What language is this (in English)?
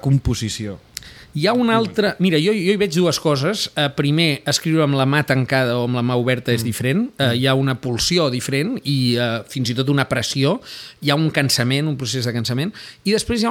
Catalan